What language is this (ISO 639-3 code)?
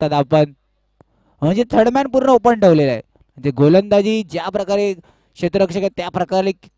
mar